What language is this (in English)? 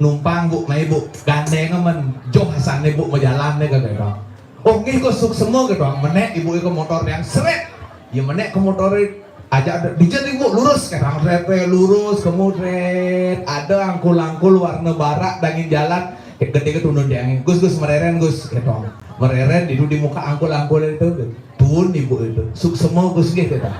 Balinese